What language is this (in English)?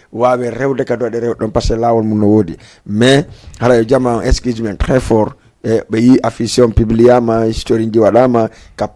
Fula